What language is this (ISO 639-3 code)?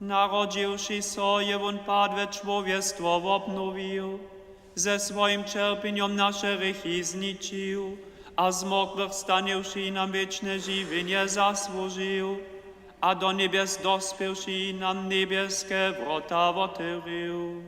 hsb